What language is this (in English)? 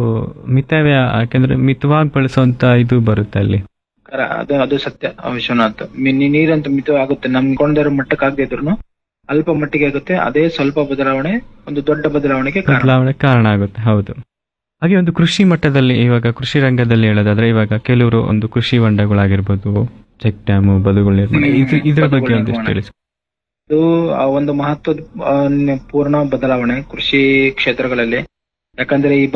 Kannada